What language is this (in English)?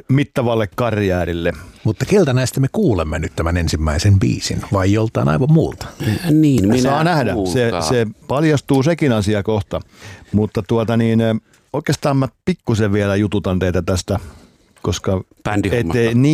Finnish